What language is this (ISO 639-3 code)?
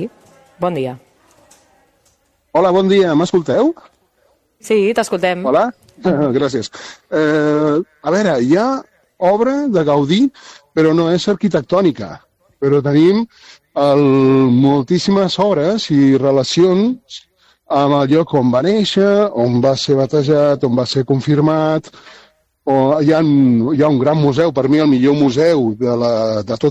cat